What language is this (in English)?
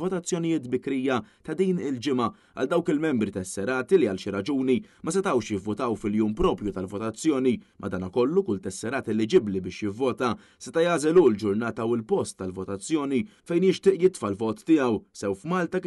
Maltese